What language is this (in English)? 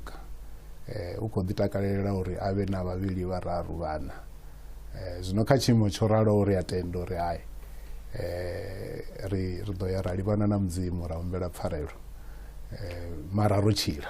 Venda